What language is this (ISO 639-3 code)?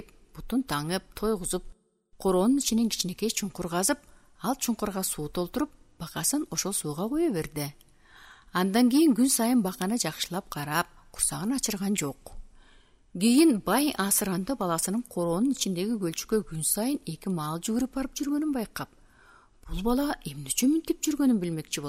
kir